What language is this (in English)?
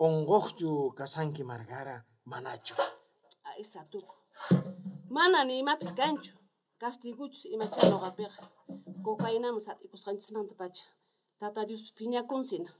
South Bolivian Quechua